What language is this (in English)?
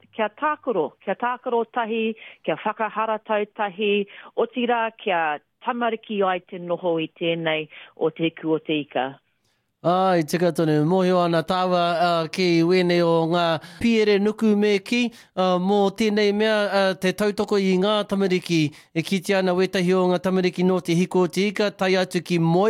Māori